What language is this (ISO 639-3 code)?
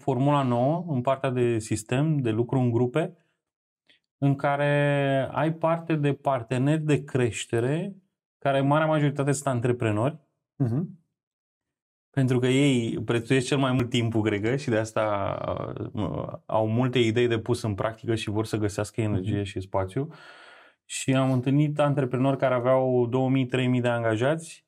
ron